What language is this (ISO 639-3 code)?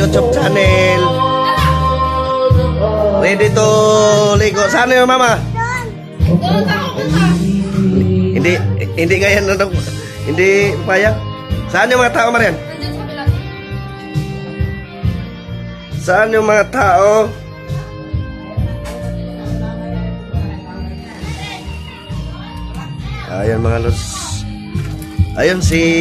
fil